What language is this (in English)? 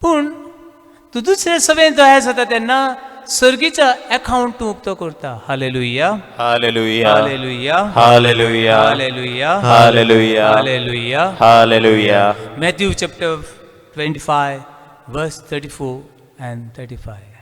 Konkani